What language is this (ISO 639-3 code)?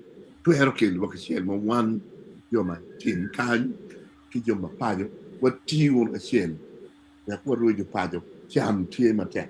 ach